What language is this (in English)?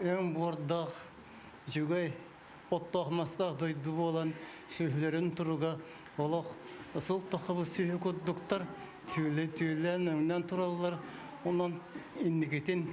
Yakut